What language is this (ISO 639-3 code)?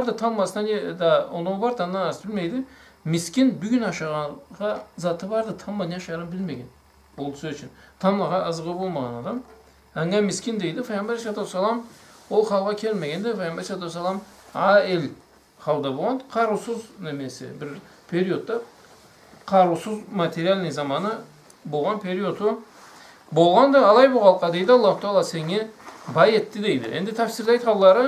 krc